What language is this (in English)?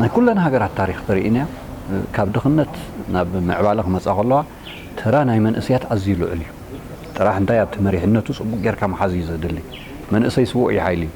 Tigrinya